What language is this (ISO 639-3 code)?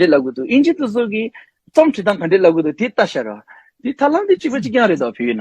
bod